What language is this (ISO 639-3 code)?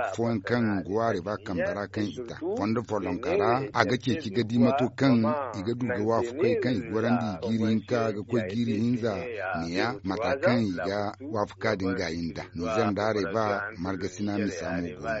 dje